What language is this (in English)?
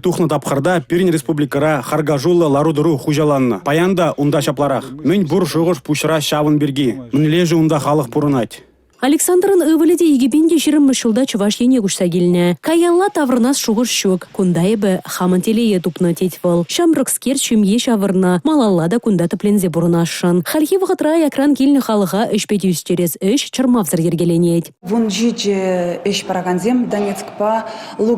Chuvash